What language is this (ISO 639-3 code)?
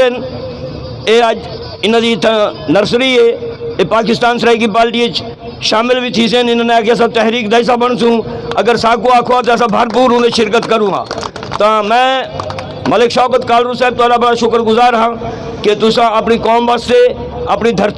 skr